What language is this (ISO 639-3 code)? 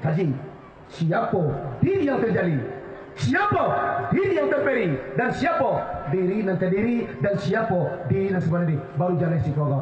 min